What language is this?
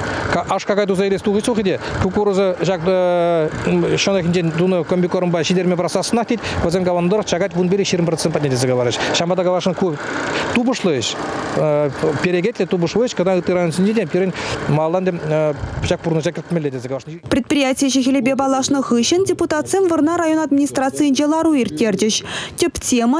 Chuvash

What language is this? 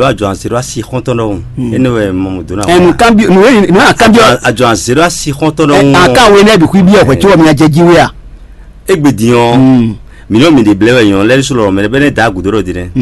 Fon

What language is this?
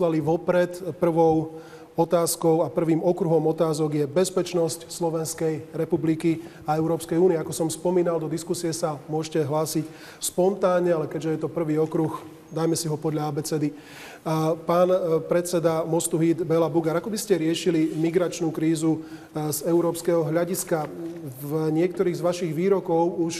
Slovak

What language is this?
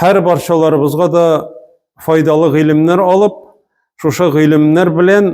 Tatar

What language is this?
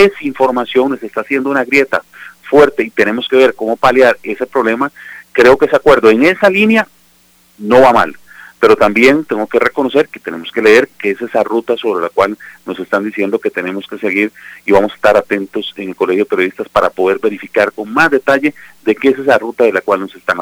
Spanish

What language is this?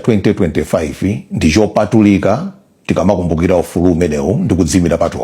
Nyanja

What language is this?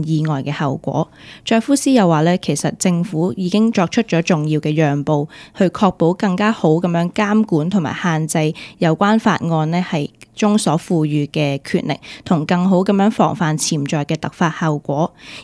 Cantonese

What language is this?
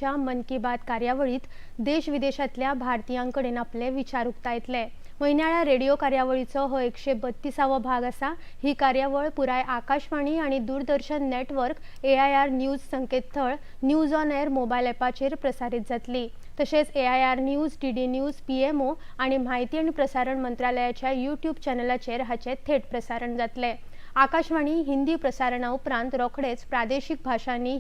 Konkani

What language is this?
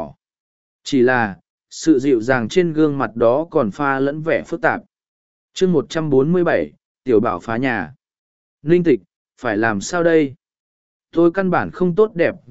Vietnamese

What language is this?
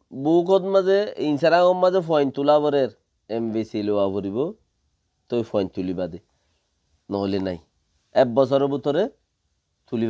Rohingya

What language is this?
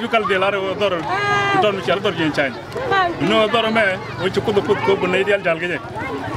Nuer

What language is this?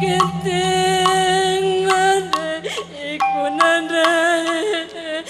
Batak Karo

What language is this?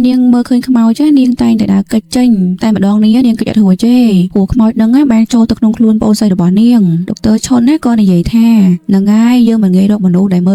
Khmer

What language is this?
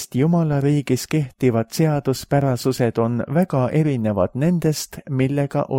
Estonian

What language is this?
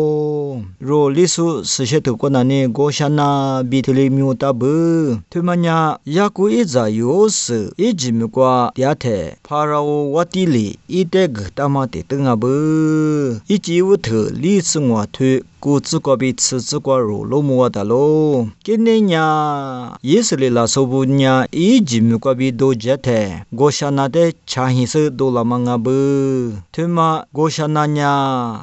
Lisu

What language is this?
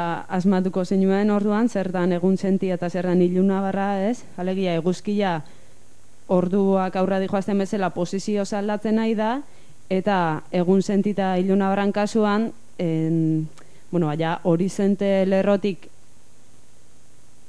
Basque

